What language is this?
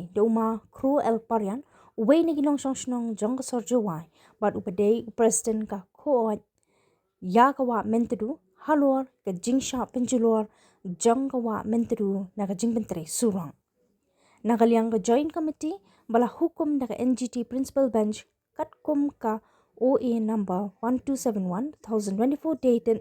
Khasi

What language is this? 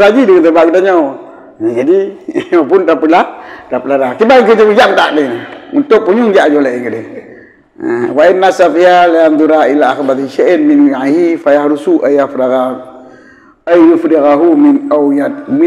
Achinese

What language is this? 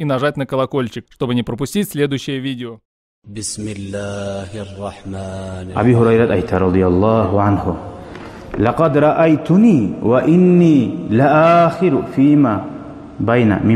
Kumyk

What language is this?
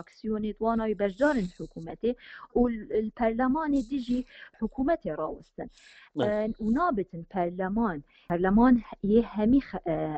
Central Kurdish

